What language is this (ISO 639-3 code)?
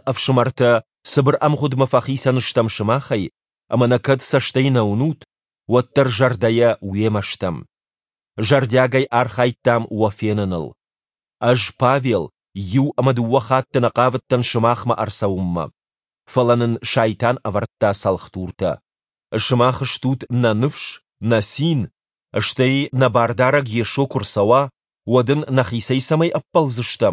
oss